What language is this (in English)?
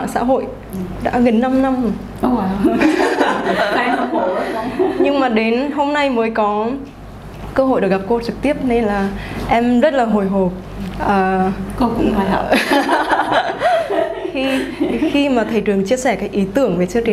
Vietnamese